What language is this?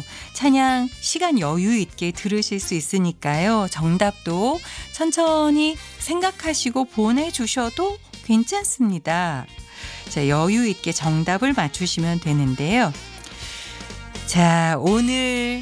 Korean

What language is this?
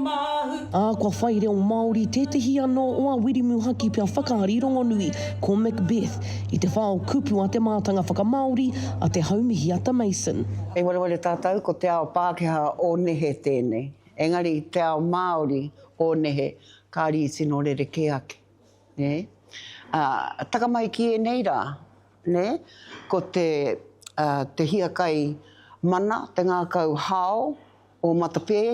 Māori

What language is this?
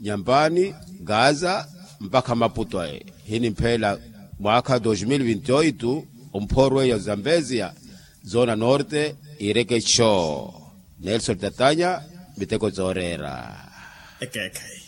Makhuwa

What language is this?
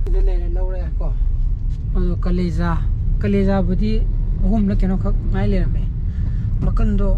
Manipuri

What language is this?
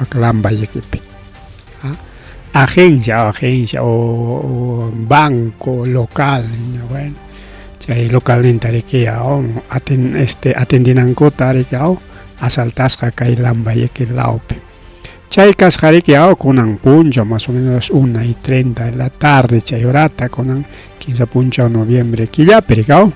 Ayacucho Quechua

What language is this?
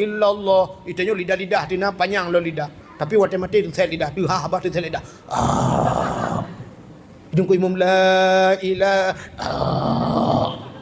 Achinese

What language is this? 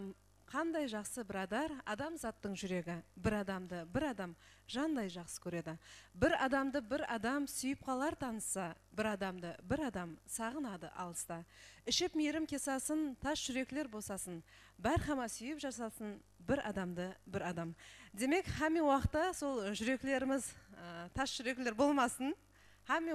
Kara-Kalpak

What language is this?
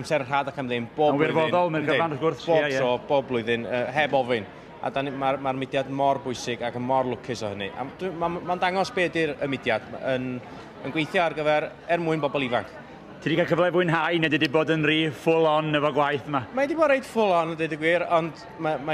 Welsh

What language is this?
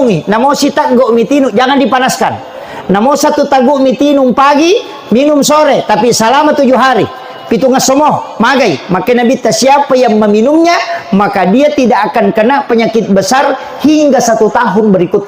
Buginese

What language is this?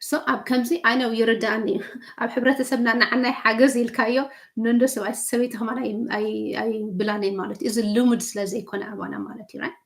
Tigrinya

